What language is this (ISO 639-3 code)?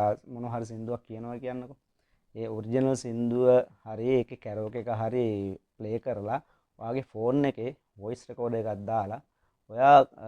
sin